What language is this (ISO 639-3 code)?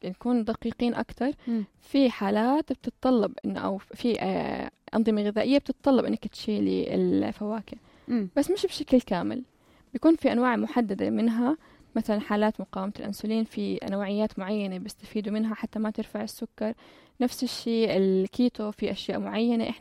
apc